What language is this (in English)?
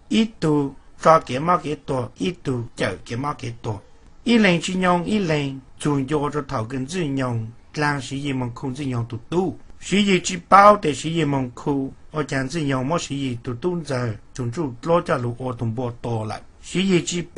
Hmong